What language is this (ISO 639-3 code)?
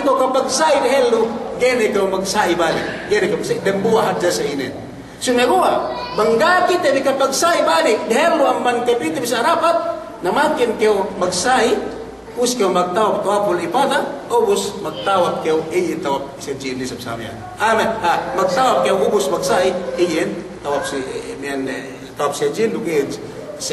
yka